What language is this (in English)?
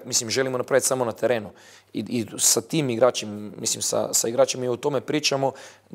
Bosnian